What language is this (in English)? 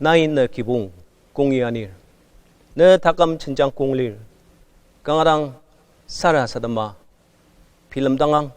Ao Naga